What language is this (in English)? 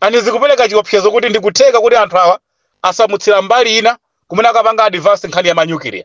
Nyanja